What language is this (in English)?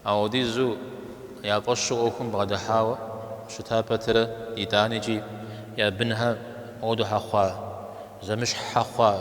Kabardian